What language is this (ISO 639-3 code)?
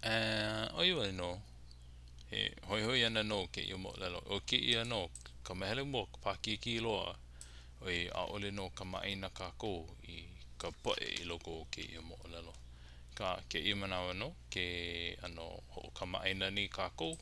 haw